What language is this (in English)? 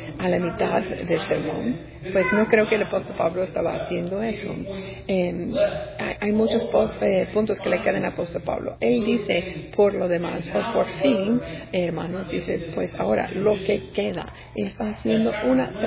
Spanish